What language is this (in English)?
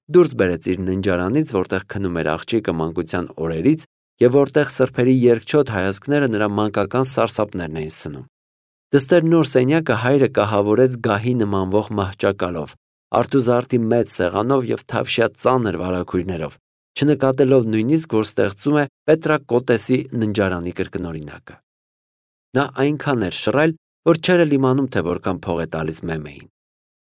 Armenian